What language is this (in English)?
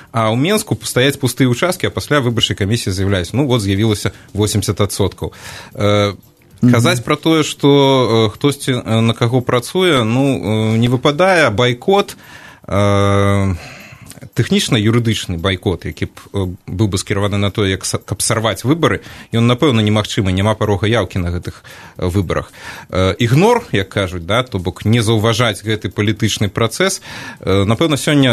Belarusian